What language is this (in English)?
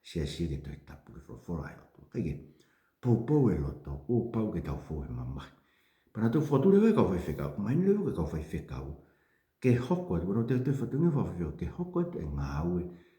Tongan